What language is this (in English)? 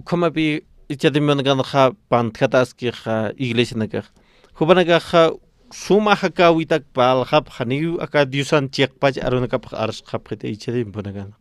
Aymara